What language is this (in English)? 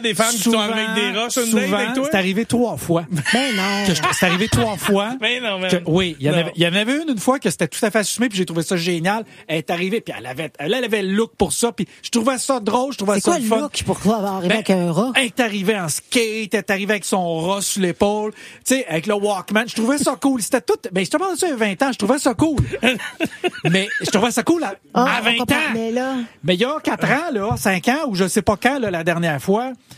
French